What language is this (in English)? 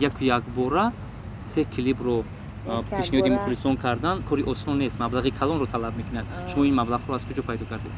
Tajik